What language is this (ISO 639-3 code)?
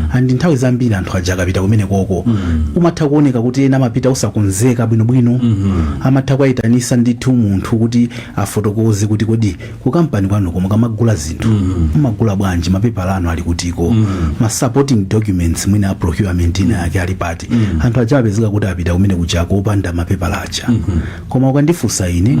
nya